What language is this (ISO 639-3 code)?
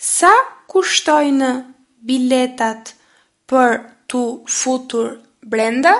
sqi